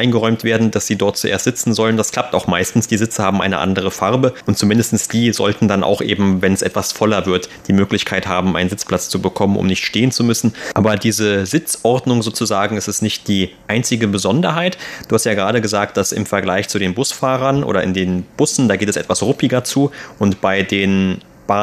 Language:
German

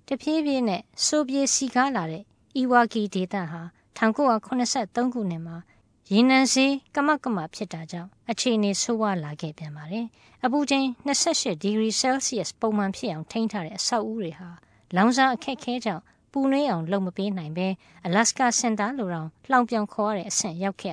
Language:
Burmese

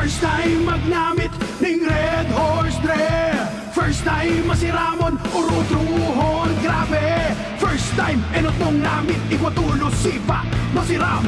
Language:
Bikol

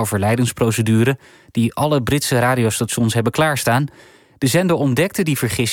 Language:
Dutch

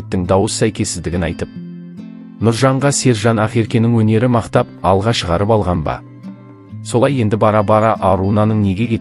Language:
Kazakh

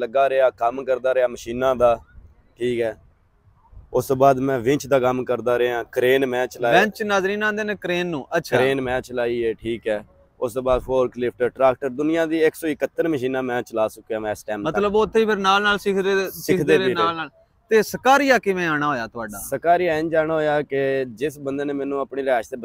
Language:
Punjabi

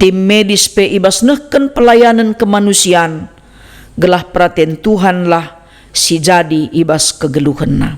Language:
Batak Karo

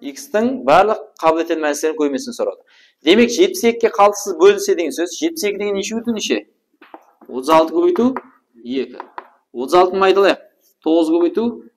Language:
Kara-Kalpak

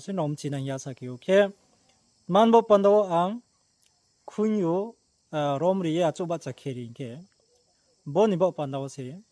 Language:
Riang (India)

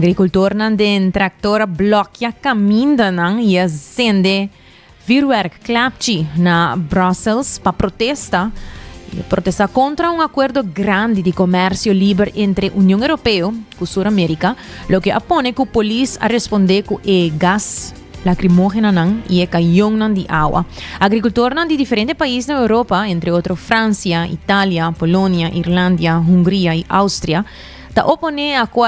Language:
Papiamento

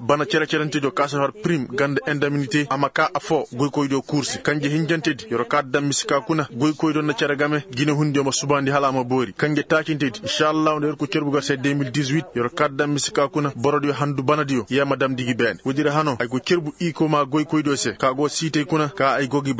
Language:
Koyraboro Senni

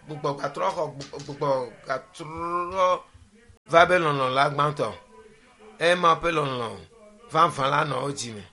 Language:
Ewe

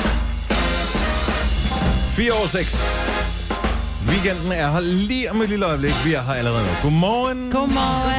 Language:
Danish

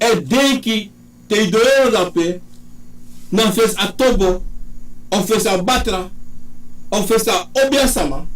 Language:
Sranan Tongo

